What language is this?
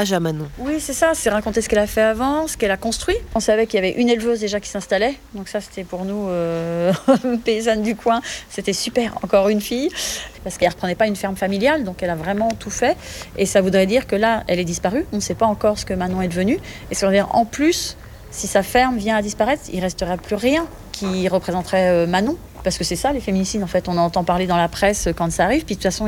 French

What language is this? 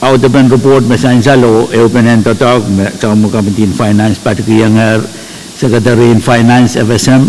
Pohnpeian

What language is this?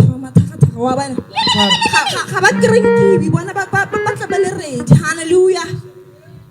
Tswana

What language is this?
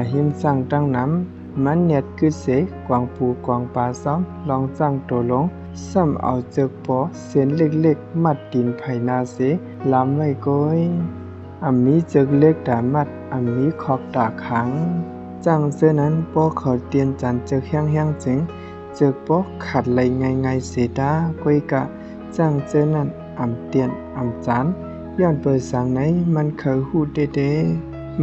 Shan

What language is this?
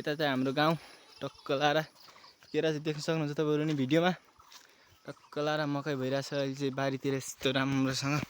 Nepali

